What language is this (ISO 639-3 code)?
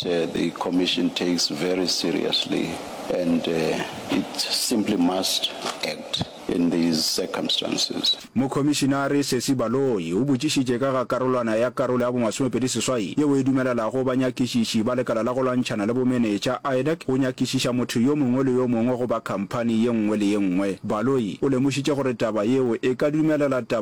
nso